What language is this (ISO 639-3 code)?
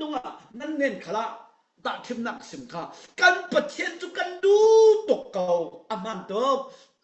cfm